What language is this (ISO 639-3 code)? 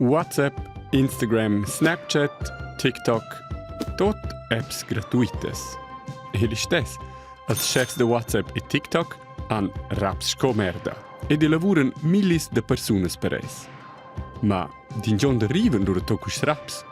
roh